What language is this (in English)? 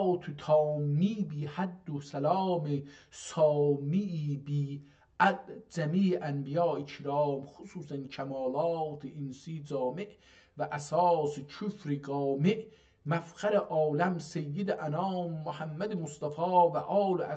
South Azerbaijani